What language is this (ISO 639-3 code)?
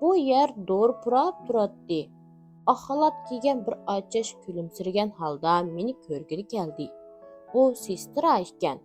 uig